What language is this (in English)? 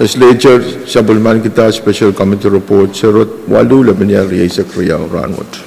Pohnpeian